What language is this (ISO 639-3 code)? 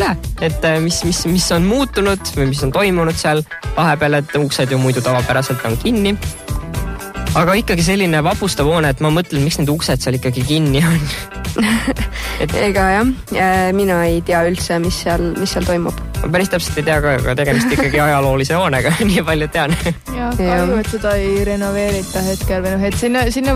est